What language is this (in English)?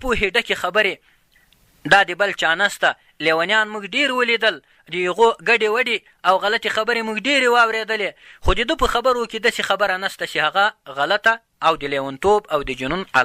Pashto